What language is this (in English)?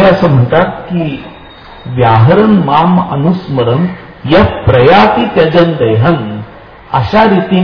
Marathi